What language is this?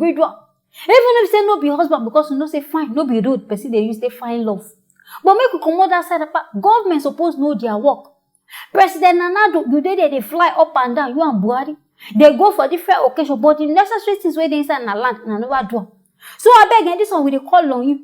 Nigerian Pidgin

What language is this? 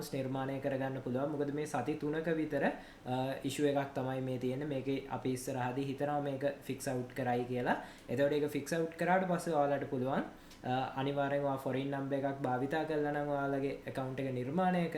Sinhala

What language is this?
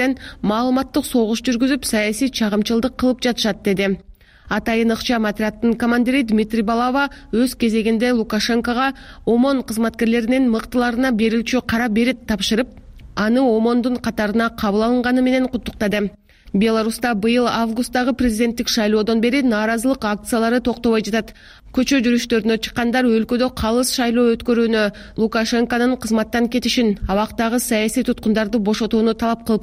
Kyrgyz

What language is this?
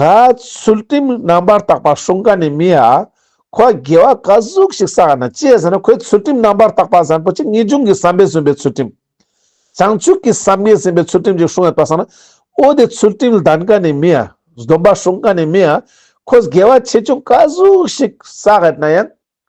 Ladakhi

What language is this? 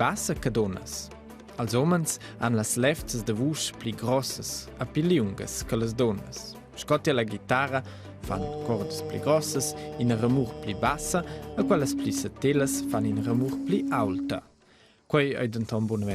Romansh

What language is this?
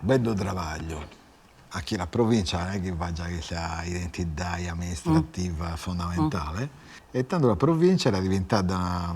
Sardinian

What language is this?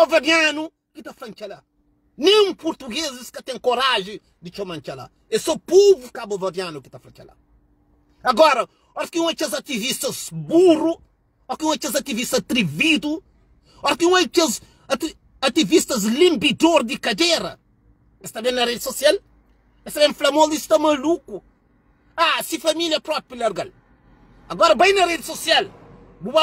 Kabuverdianu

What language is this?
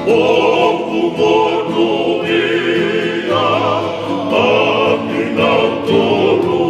Tongan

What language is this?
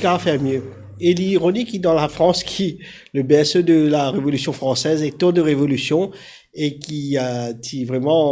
Morisyen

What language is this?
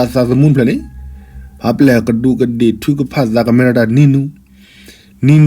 S'gaw Karen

